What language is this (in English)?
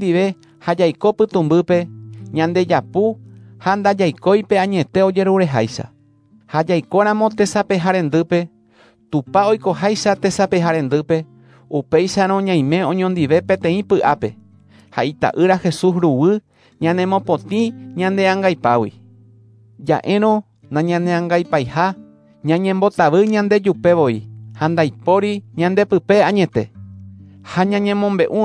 Guarani